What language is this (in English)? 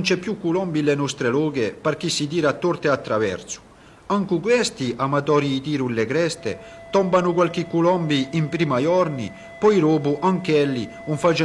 Corsican